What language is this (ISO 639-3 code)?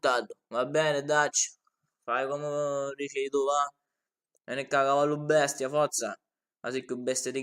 scn